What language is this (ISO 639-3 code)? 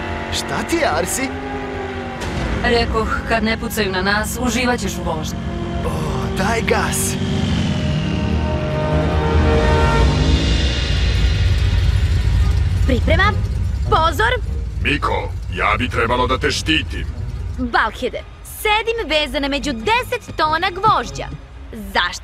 srp